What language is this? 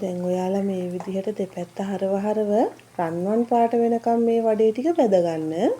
Sinhala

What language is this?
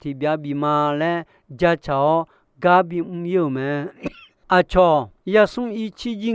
Akha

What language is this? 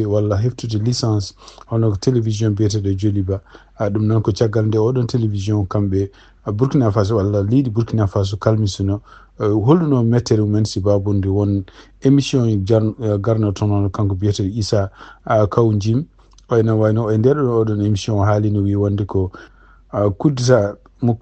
Fula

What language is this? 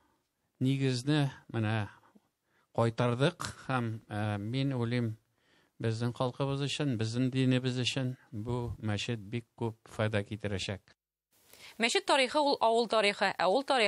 Tatar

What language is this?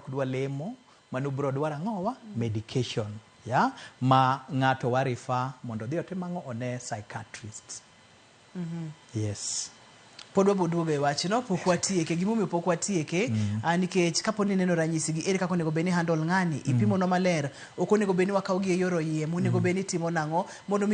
Luo (Kenya and Tanzania)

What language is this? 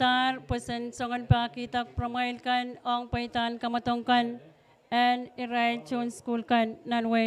Pohnpeian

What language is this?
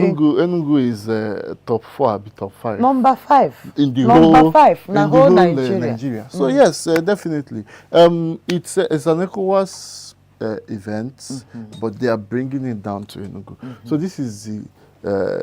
Igbo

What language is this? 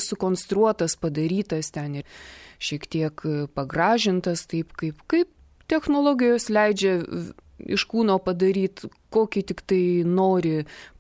Lithuanian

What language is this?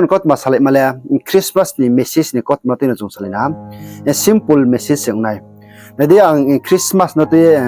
Riang (India)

